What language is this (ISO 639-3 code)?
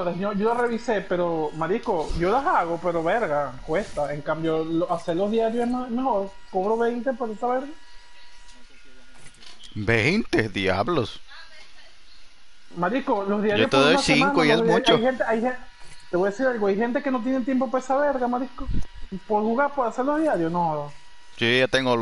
spa